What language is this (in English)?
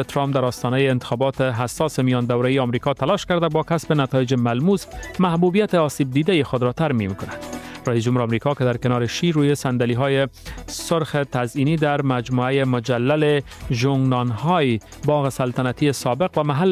Persian